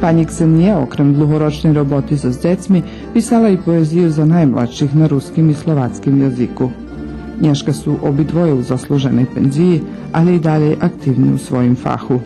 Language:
Rusyn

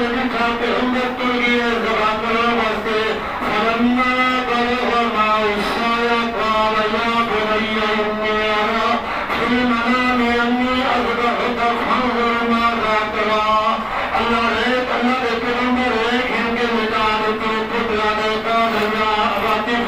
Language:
Saraiki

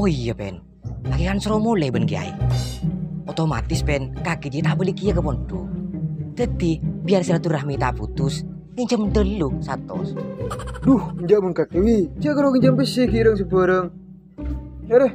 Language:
Madurese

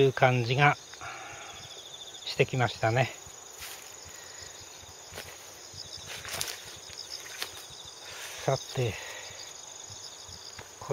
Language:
Japanese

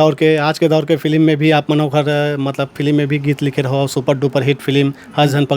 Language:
Chhattisgarhi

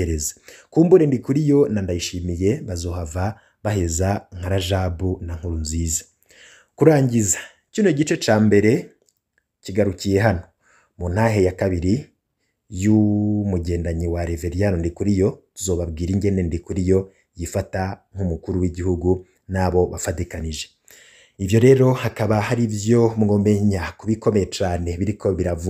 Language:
Rundi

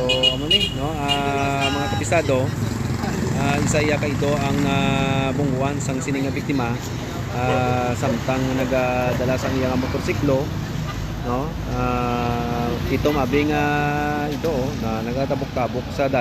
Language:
Hiligaynon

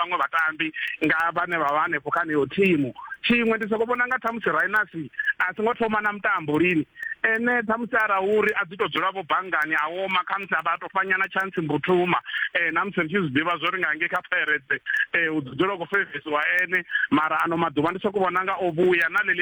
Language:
Venda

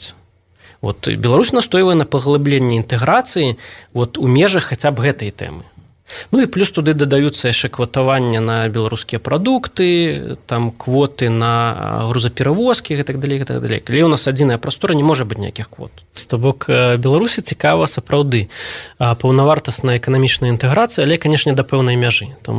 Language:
Belarusian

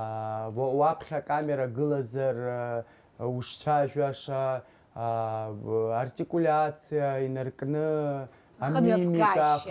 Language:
Abkhazian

